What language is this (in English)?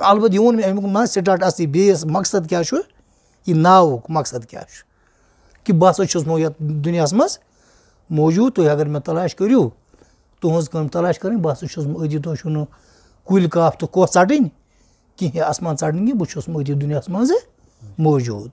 Kashmiri